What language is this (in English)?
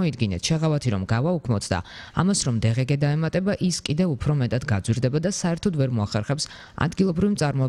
Georgian